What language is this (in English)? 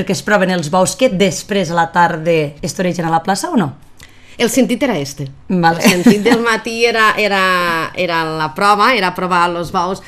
Catalan